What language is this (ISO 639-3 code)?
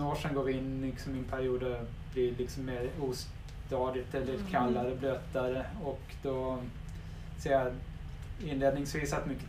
swe